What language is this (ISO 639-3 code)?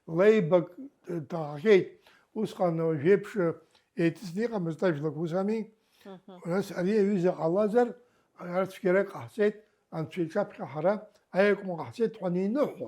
abk